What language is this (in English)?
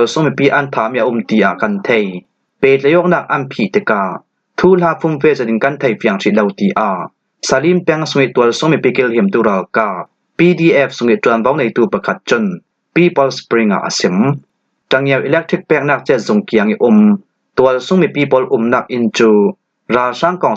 Falam Chin